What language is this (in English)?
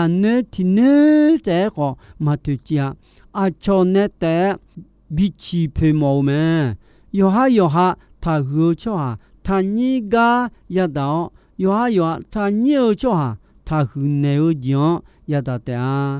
Akha